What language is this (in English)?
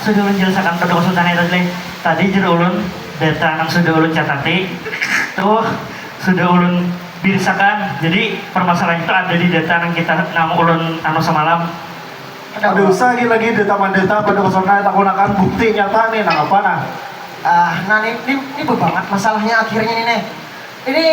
Banjar